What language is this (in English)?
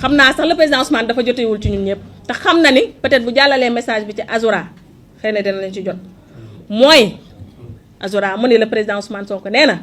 Wolof